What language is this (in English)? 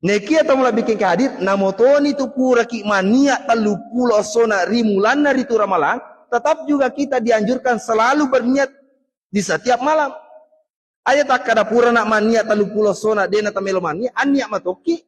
Buginese